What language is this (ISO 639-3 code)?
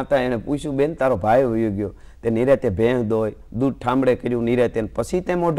guj